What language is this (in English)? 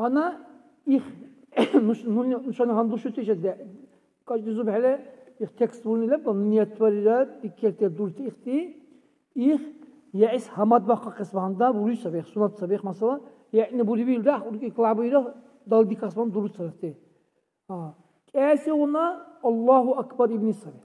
Dargwa